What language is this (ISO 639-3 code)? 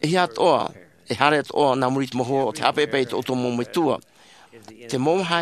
tah